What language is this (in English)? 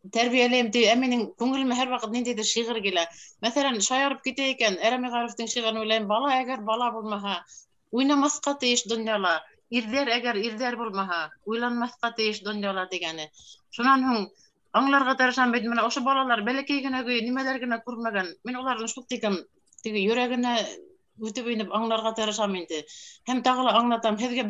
Bashkir